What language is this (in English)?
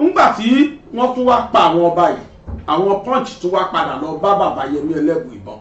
Yoruba